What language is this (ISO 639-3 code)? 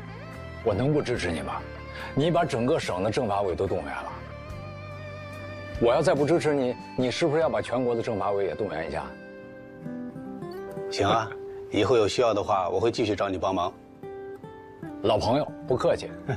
zho